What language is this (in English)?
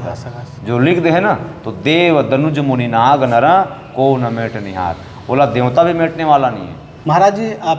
Chhattisgarhi